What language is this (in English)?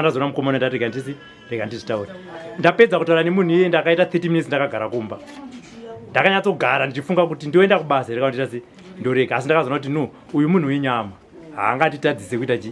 Shona